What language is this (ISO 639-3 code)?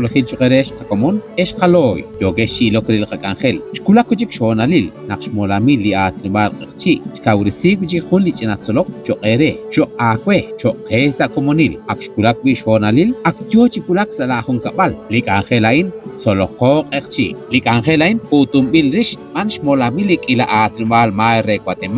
kek